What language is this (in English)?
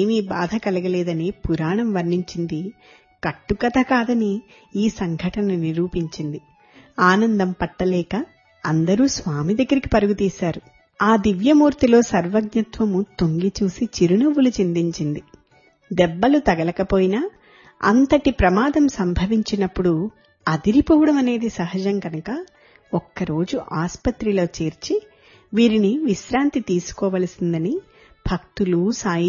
Telugu